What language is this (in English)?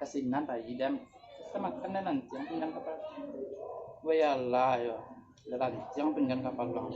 Minangkabau